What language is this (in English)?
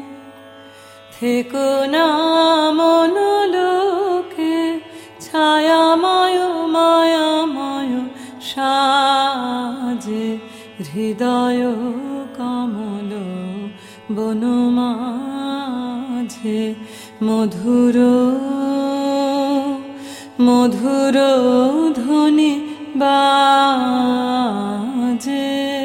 Bangla